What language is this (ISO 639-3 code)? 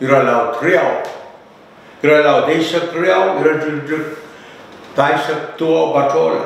pon